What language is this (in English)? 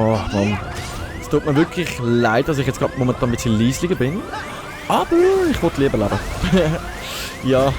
Swiss German